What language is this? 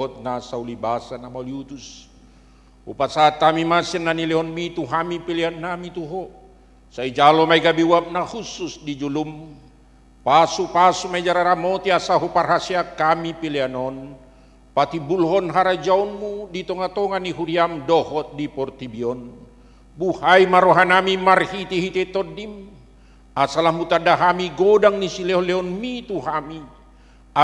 Batak Toba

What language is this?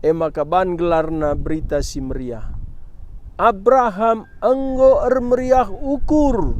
Batak Karo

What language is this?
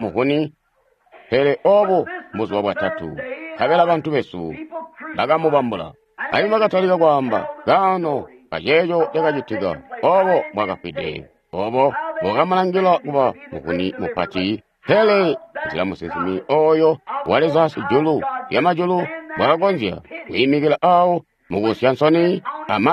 Tonga (Zambia)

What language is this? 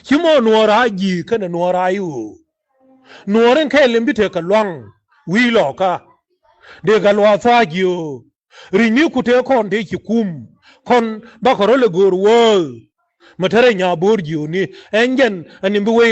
Nuer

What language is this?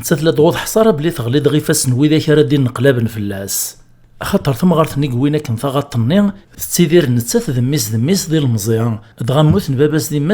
Kabyle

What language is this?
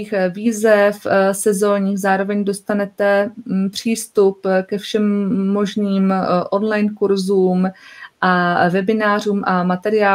Czech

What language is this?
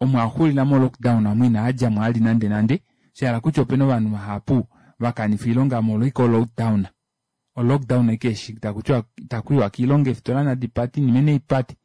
Kuanyama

